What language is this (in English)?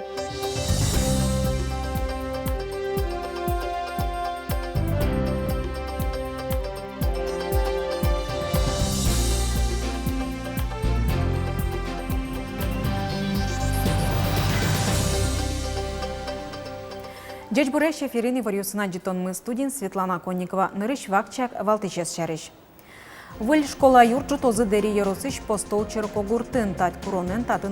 Udmurt